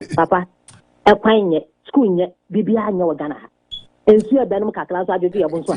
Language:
Akan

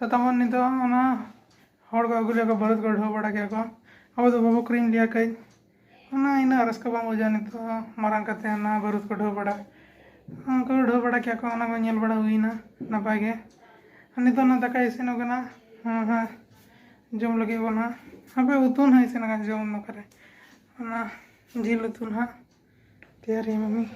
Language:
Santali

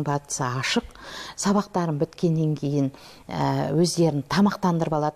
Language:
Kazakh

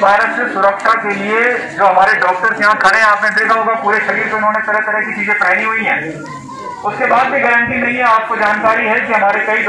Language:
Hindi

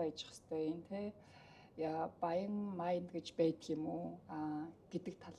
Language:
Mongolian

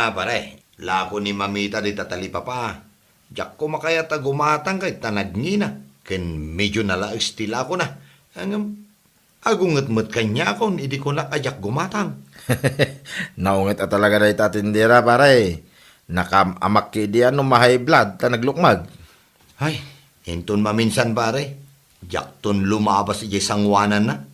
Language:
Iloko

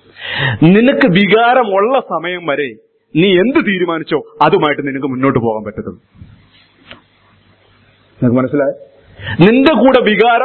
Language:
Malayalam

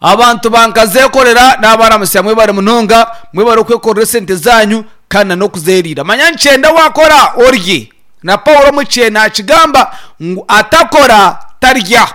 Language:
Nyankole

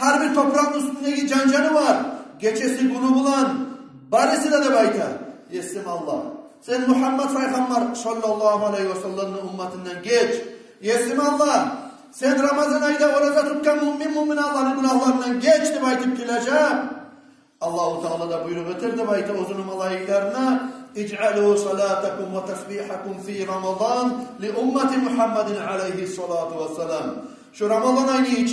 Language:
Kumyk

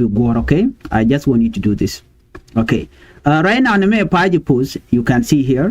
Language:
Nuer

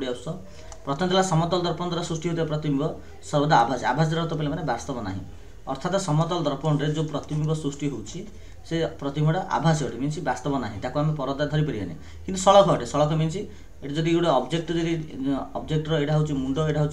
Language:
Odia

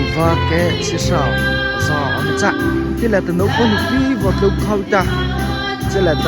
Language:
Mara Chin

